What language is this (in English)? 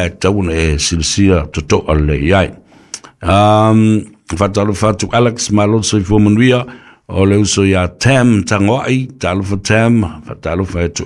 Samoan